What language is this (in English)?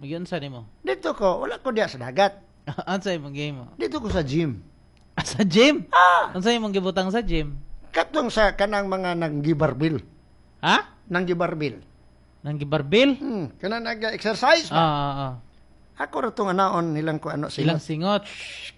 Cebuano